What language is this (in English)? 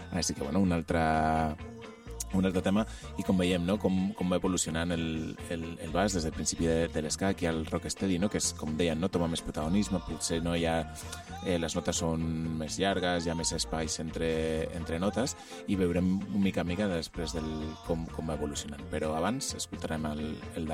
Catalan